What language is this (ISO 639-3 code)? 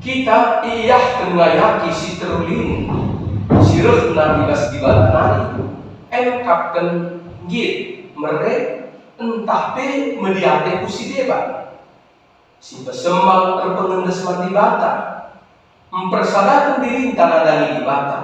btx